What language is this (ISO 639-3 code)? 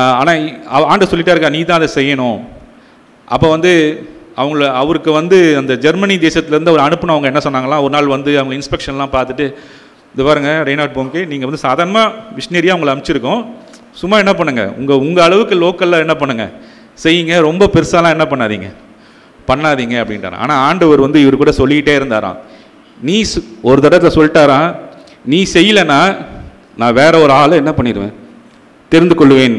tam